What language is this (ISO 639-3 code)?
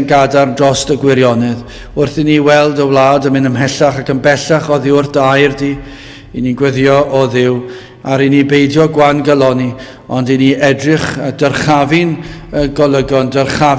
cym